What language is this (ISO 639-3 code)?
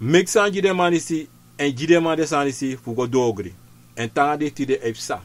srn